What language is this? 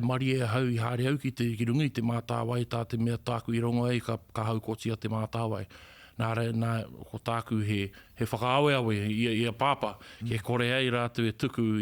Māori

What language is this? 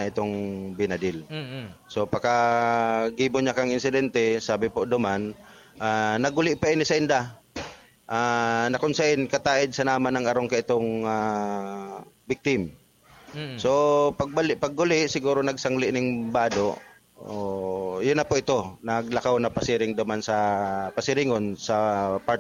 Bikol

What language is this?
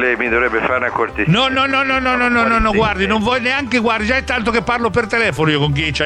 Italian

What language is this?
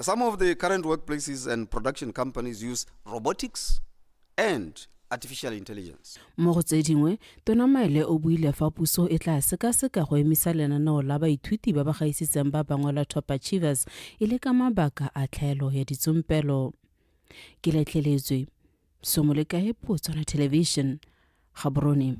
Tswana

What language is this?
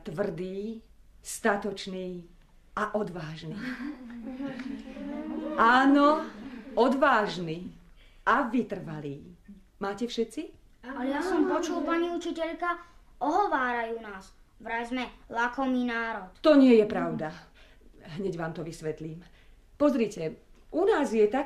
Slovak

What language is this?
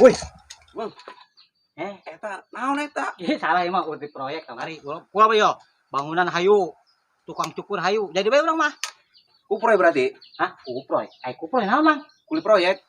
Sundanese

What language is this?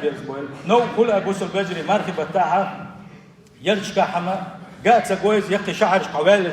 Chechen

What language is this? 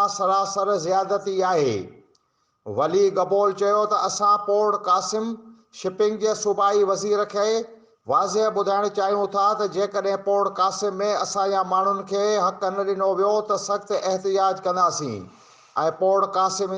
Sindhi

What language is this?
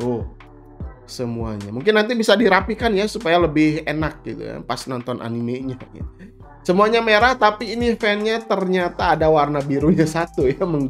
Indonesian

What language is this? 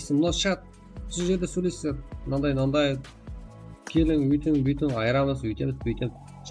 Kara-Kalpak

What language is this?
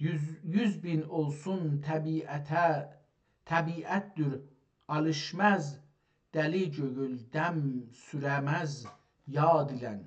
South Azerbaijani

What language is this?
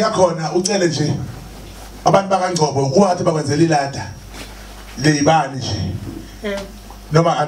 Zulu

